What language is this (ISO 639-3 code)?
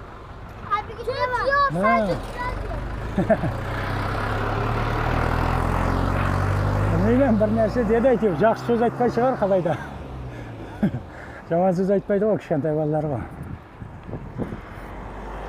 kaz